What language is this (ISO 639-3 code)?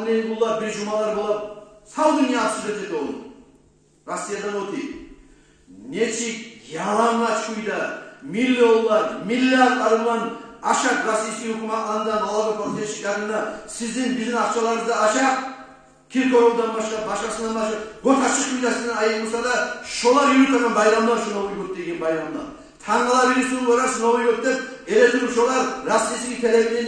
kum